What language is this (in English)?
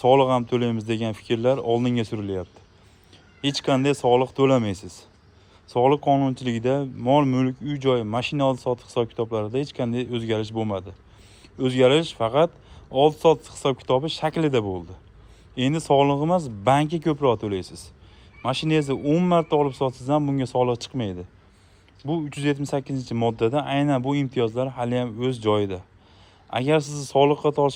Uzbek